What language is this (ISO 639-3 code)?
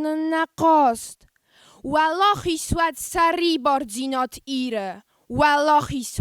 oss